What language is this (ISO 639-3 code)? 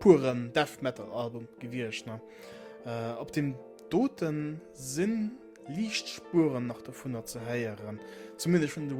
ltz